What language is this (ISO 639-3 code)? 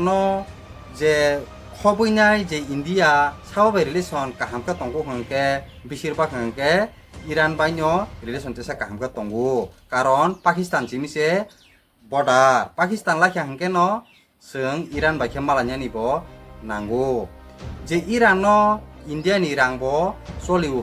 trp